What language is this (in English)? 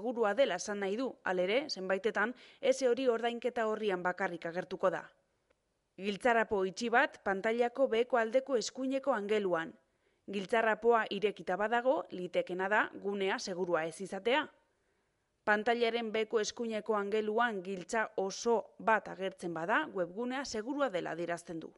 Basque